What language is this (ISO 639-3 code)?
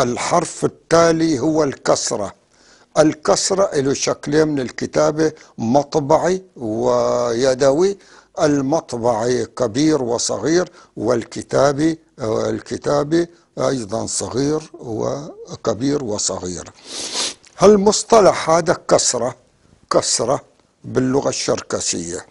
apc